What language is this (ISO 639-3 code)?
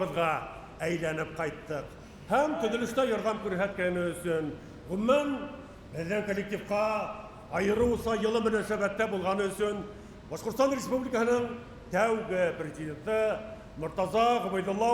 bak